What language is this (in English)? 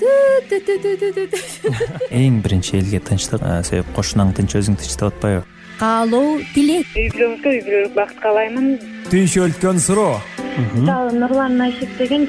Kyrgyz